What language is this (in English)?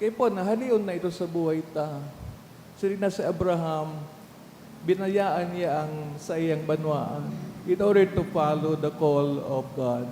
Bikol